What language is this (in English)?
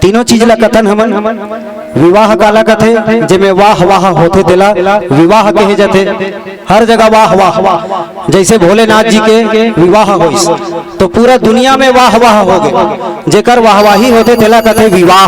Chhattisgarhi